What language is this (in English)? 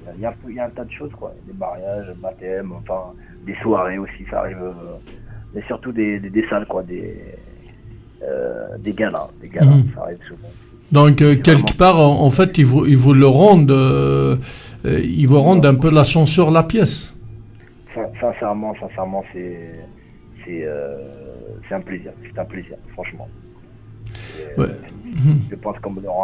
French